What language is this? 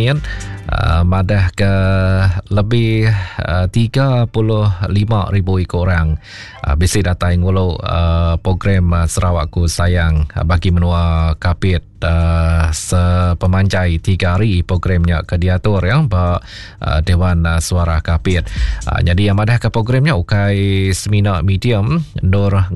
Iban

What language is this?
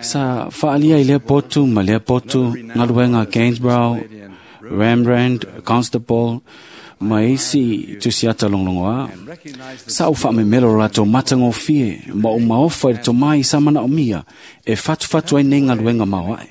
Samoan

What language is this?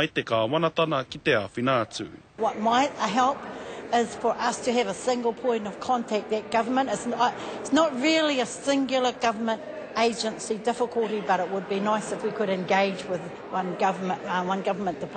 Māori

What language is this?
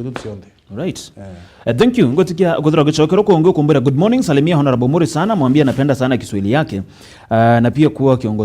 Meru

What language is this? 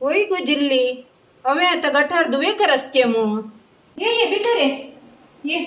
Konkani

